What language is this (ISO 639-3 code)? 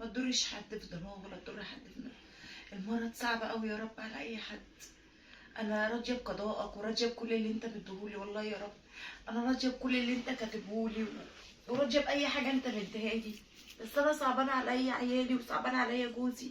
arz